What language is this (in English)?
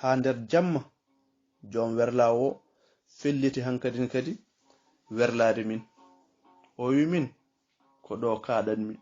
Fula